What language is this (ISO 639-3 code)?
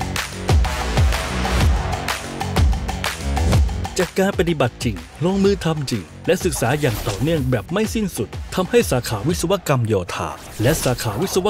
tha